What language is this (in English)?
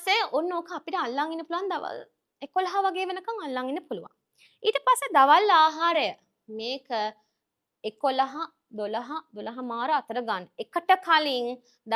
Sinhala